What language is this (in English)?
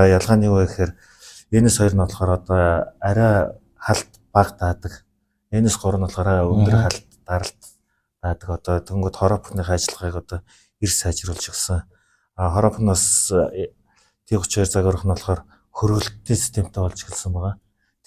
Mongolian